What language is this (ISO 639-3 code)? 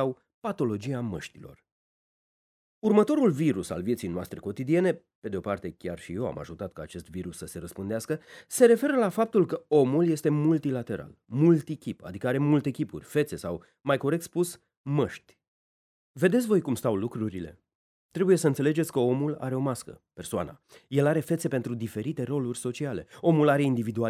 ron